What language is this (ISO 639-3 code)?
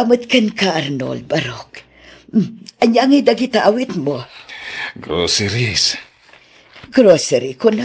ilo